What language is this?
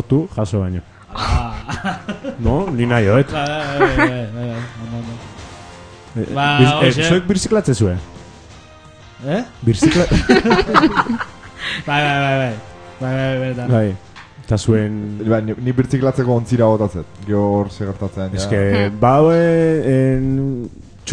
Basque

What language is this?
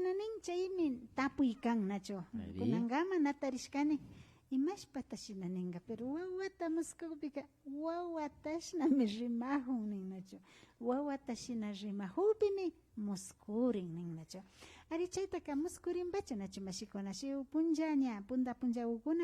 Imbabura Highland Quichua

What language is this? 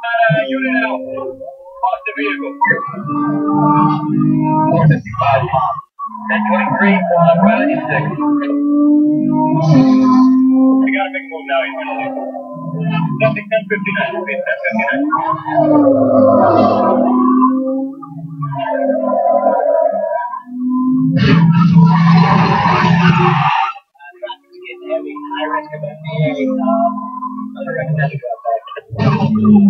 English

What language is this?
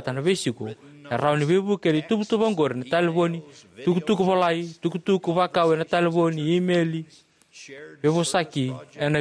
Fijian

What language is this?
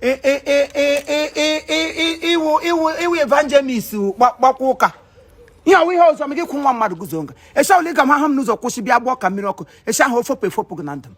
Igbo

